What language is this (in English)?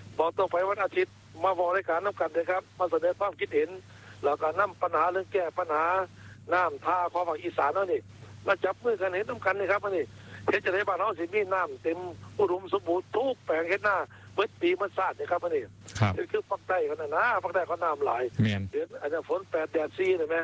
Thai